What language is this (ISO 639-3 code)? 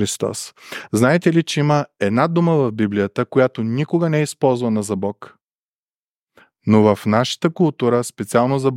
bul